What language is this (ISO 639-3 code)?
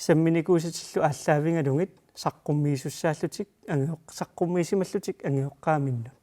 kal